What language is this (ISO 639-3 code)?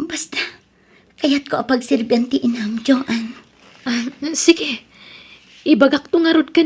ilo